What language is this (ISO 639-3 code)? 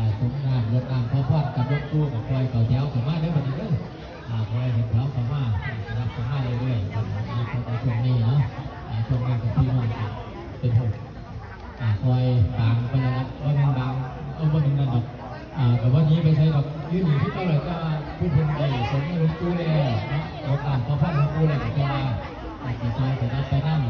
tts